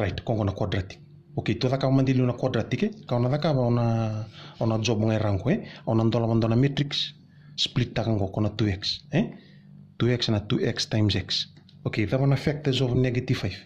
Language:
Fijian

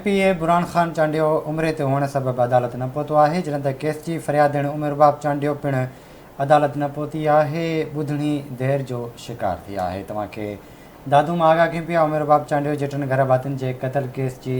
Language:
Sindhi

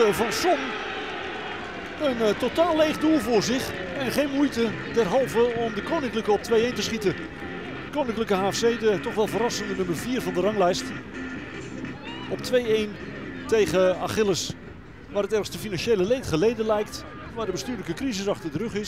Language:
Dutch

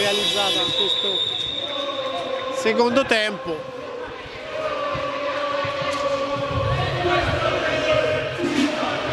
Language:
Italian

